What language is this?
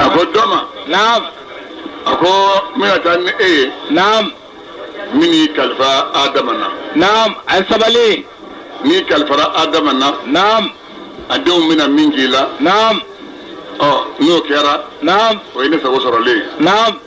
Bambara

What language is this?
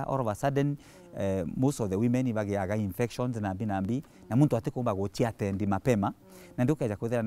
Meru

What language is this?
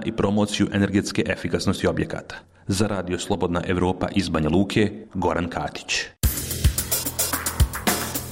Serbian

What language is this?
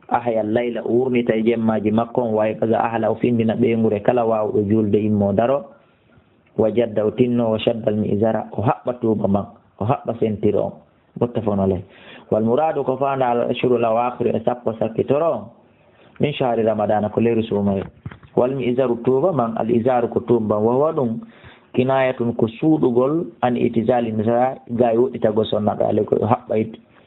Fula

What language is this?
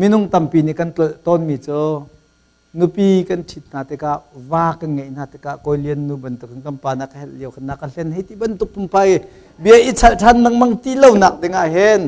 Hakha Chin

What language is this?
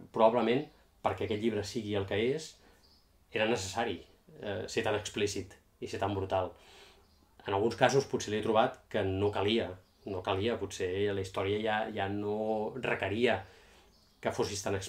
Catalan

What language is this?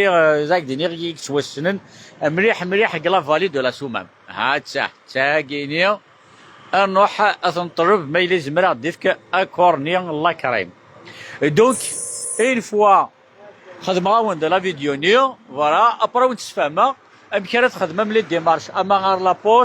Kabyle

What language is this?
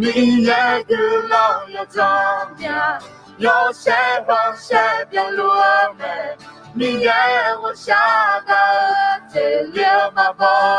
Akha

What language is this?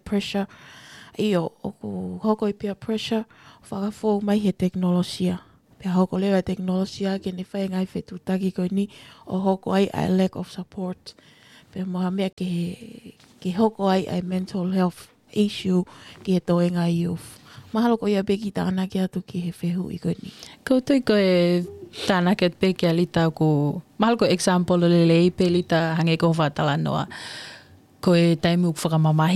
Tongan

